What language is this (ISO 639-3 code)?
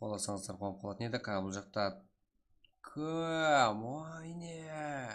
kaa